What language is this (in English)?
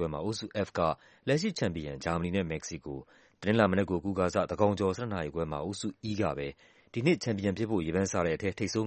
Burmese